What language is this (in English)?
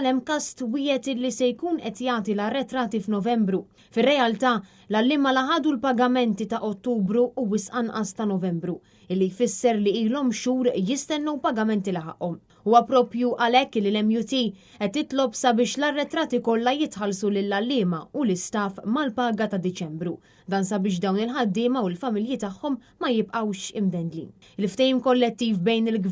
Maltese